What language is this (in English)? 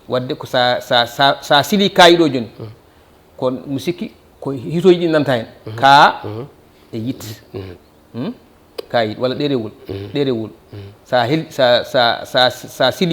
Fula